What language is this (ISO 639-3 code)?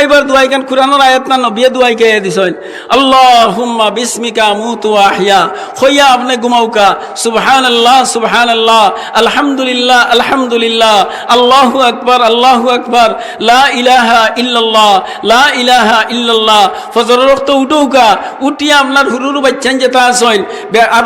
syl